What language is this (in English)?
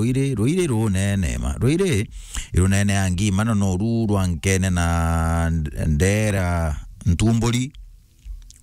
Meru